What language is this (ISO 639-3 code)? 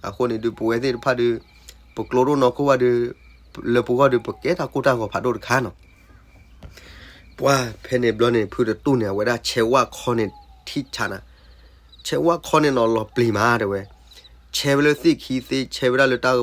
ksw